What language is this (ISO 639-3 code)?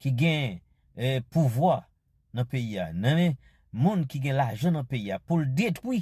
hat